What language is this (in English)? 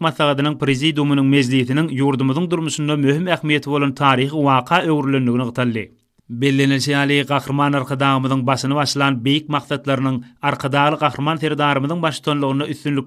Turkmen